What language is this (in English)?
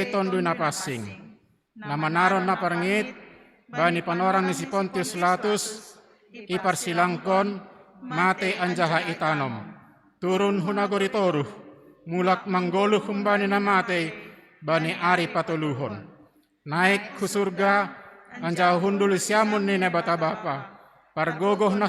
Batak Simalungun